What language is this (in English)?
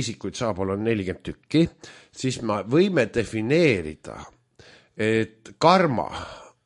Estonian